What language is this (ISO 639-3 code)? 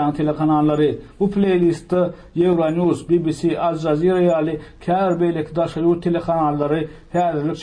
tuk